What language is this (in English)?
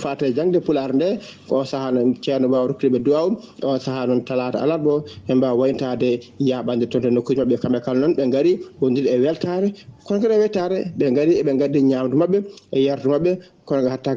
Fula